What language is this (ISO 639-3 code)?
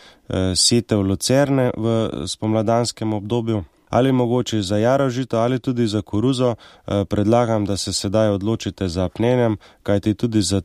slv